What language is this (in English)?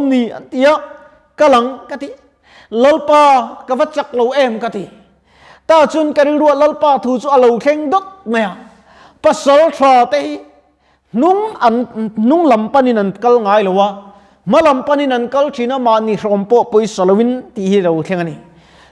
Mizo